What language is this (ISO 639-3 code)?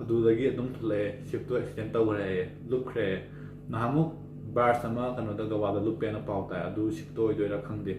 mni